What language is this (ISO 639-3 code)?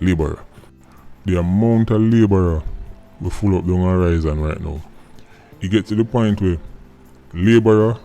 jam